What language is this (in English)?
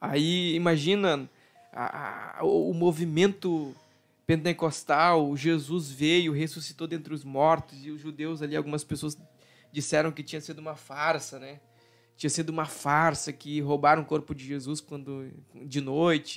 Portuguese